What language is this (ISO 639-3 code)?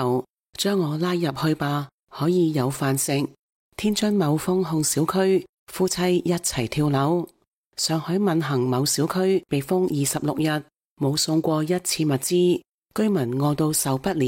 yue